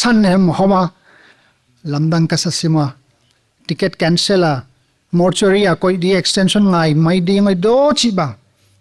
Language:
Paite Chin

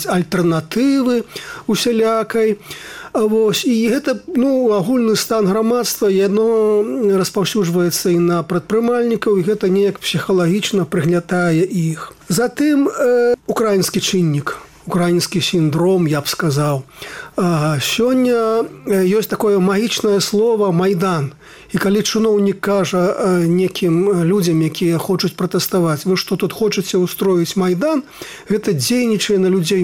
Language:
Belarusian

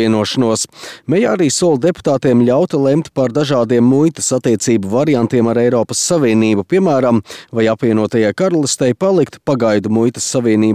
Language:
Latvian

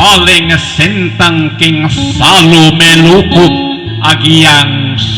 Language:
Pampanga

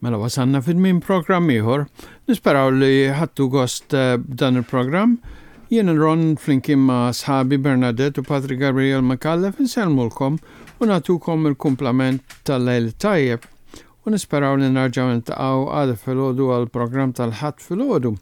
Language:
Maltese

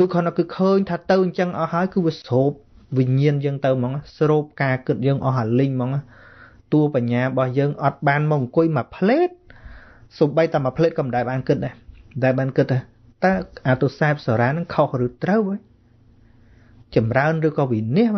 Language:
Khmer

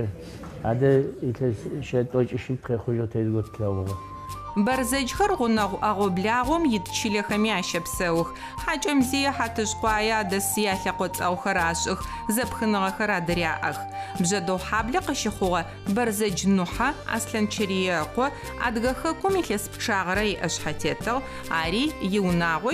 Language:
Adyghe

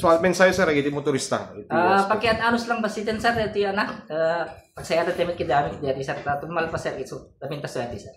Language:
Iloko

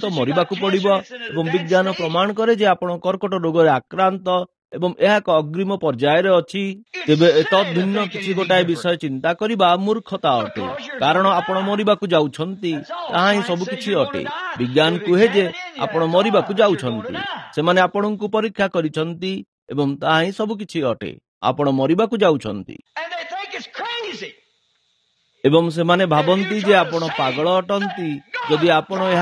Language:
Odia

